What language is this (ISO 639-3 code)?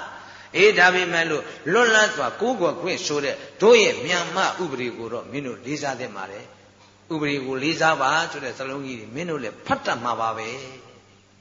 mya